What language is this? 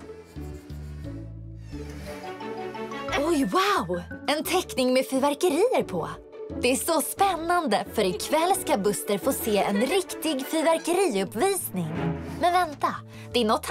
Swedish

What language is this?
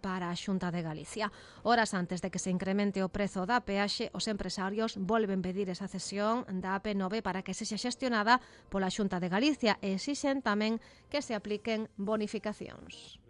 Galician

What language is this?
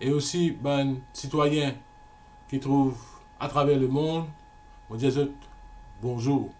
Morisyen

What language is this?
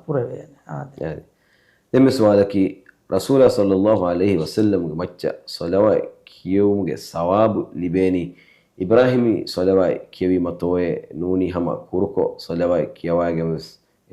Divehi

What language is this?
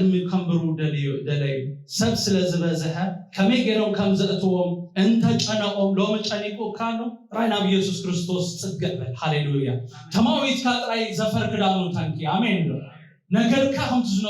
Tigrinya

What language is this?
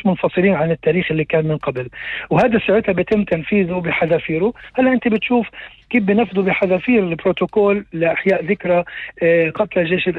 North Levantine Arabic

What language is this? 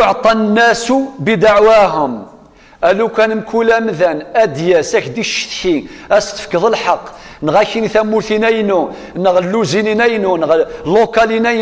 Kabyle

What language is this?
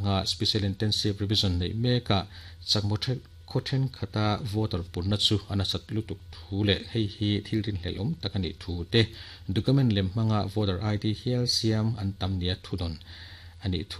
Mizo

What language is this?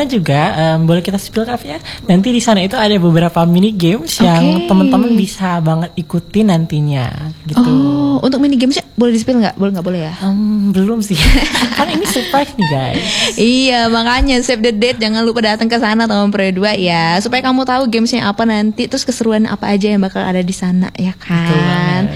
Indonesian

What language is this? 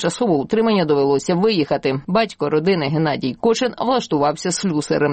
Ukrainian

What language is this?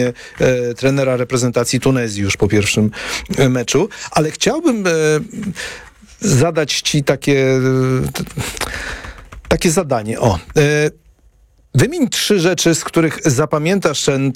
Polish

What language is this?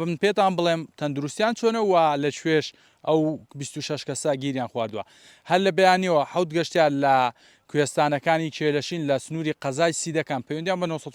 Central Kurdish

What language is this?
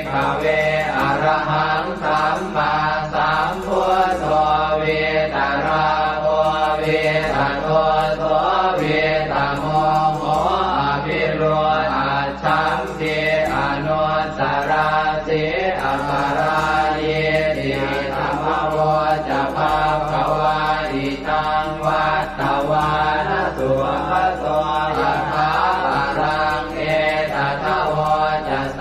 Pali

